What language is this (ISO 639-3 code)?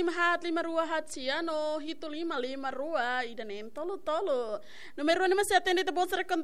tet